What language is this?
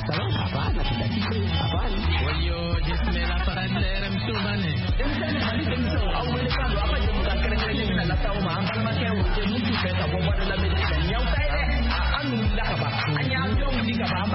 French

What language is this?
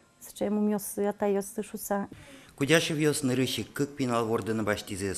Udmurt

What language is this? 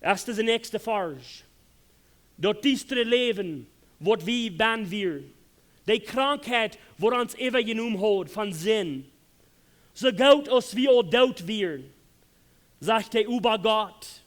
Plautdietsch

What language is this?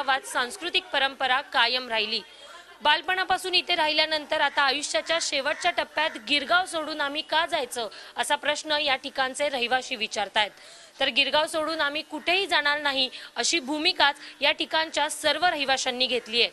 Marathi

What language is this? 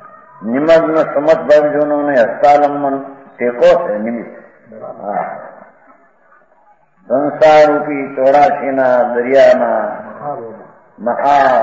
Gujarati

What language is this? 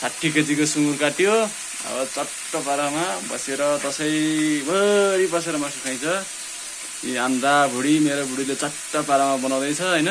Nepali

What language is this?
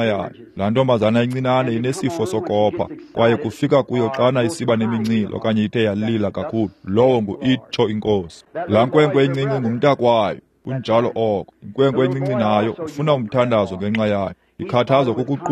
Xhosa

